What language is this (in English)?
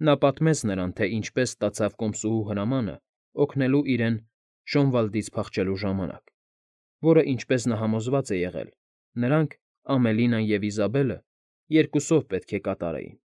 Armenian